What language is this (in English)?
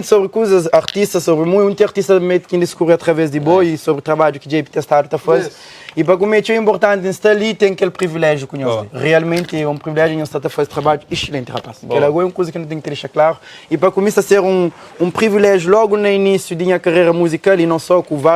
Kabuverdianu